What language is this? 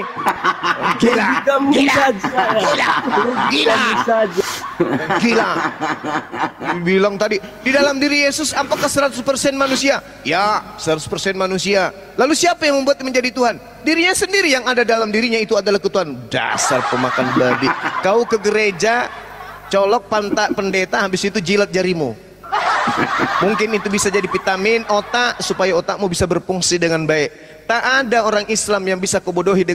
Indonesian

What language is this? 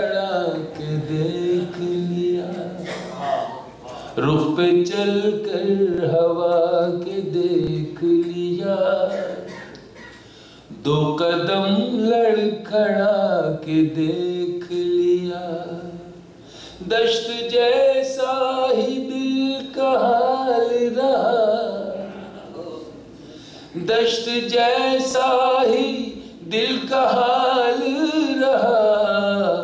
Urdu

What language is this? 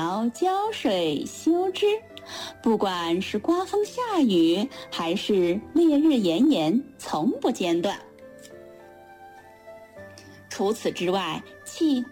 Chinese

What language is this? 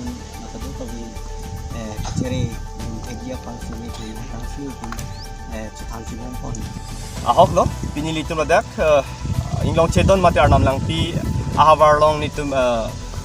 Karbi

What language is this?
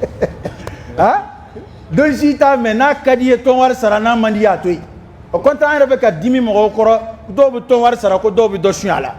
Dyula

